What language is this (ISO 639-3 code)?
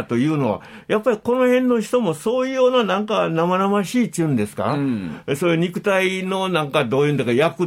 jpn